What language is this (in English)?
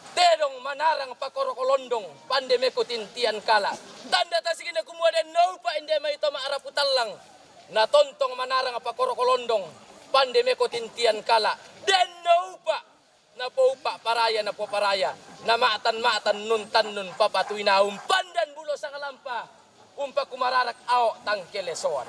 Toraja-Sa'dan